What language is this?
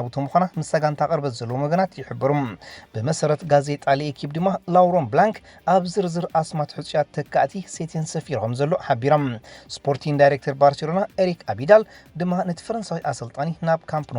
Tigrinya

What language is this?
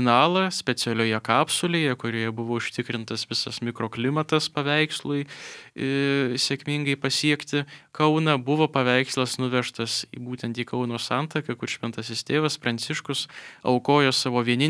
Lithuanian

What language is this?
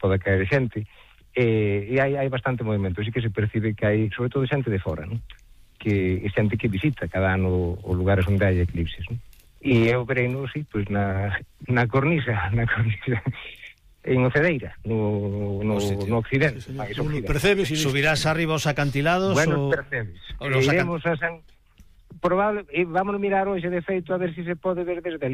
Galician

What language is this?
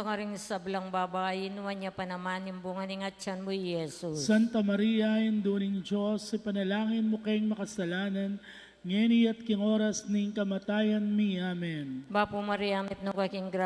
Pampanga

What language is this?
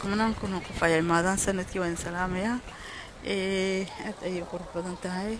Somali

